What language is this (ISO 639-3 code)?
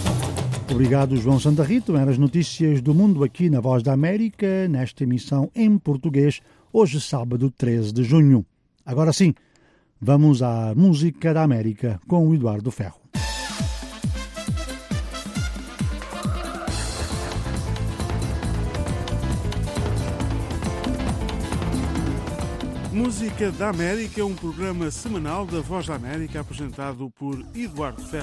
por